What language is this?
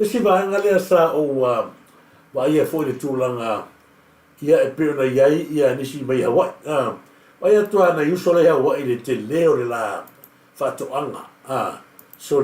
Samoan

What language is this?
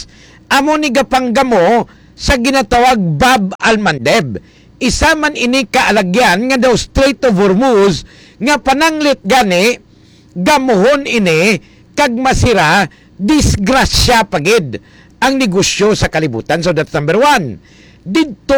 Hiligaynon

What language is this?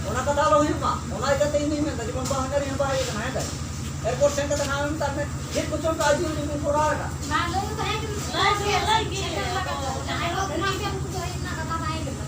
Santali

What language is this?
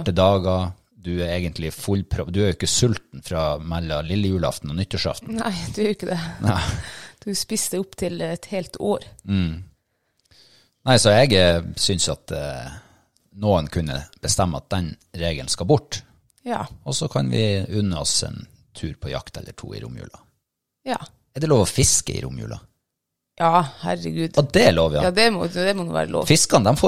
Norwegian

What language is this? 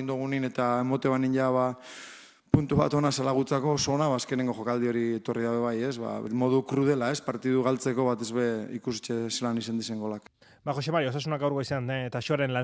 Basque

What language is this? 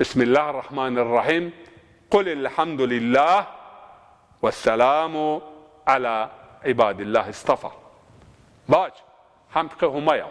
Zaza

